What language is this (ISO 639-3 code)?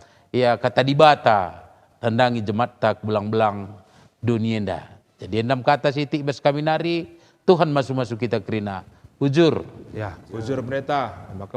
btx